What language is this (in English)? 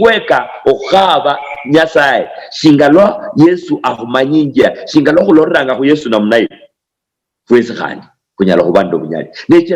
Luyia